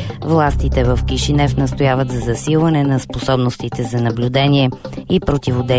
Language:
Bulgarian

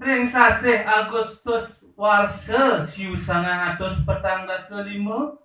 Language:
Balinese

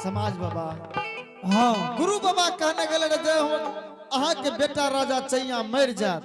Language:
Angika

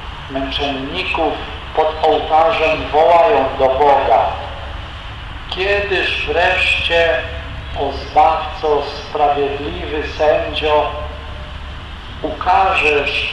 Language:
Polish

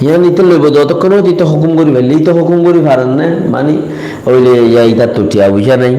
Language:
Rohingya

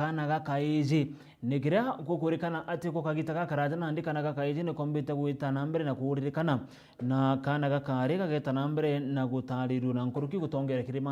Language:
Meru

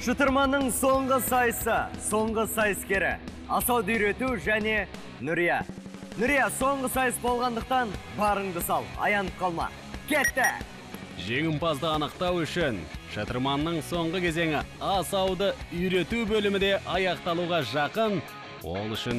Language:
Kazakh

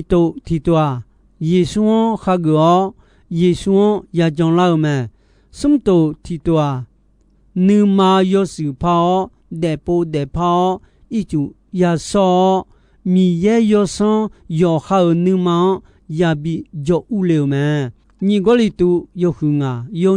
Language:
Akha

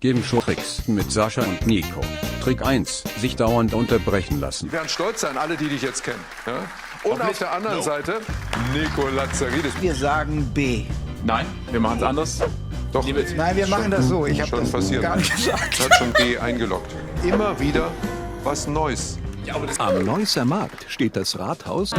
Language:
Swiss German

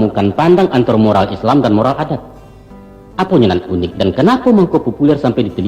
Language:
Minangkabau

